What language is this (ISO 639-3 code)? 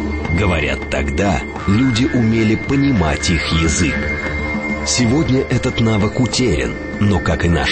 rus